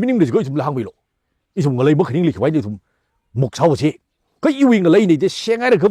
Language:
Tangkhul Naga (India)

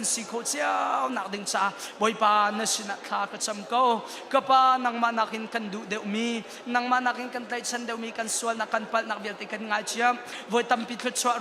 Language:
Hakha Chin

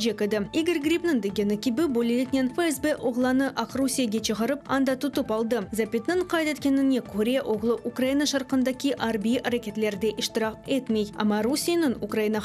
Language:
Crimean Tatar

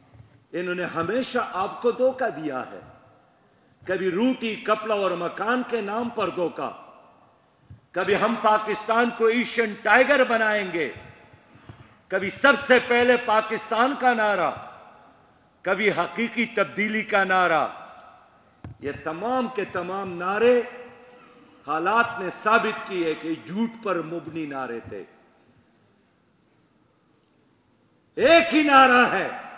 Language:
Urdu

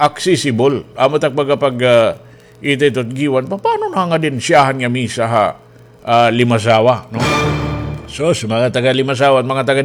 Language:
Waray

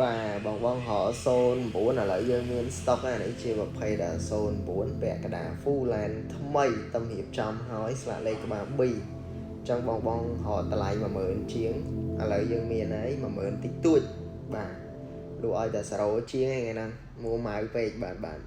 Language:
Khmer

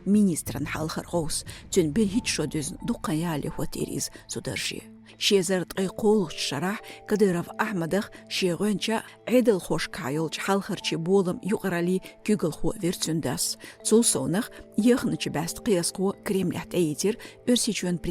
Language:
Chechen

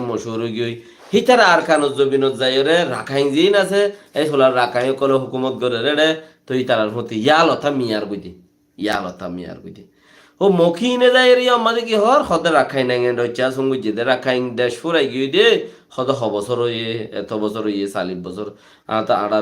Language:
Rohingya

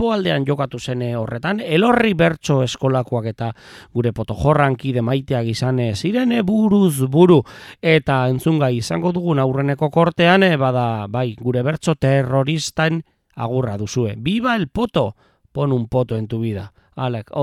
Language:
Basque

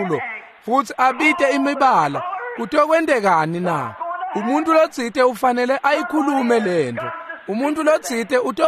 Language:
Swati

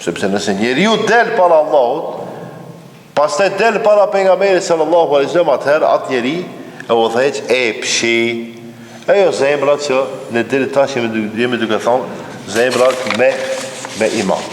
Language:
Albanian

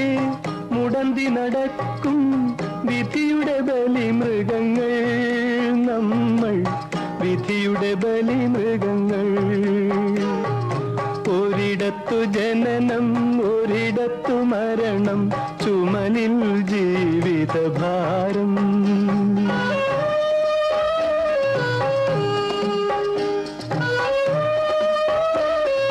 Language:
Malayalam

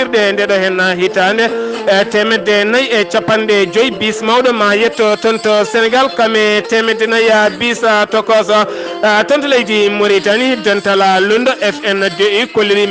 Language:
Fula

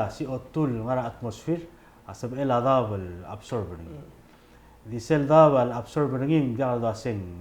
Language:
Palauan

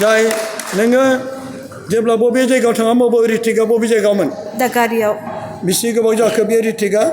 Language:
Bodo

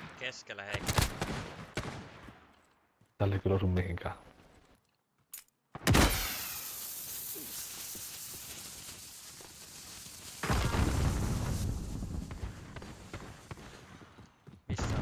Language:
Finnish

